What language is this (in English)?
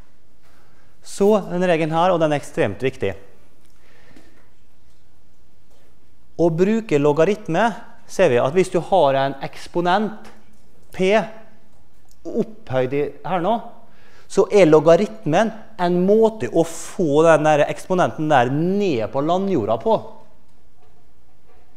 Norwegian